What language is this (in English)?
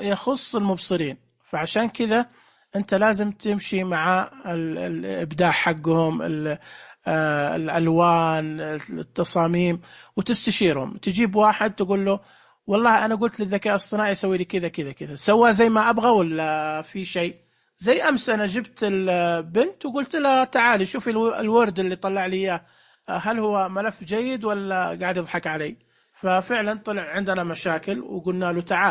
Najdi Arabic